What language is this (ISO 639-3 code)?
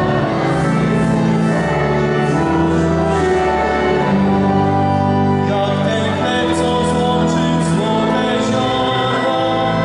pol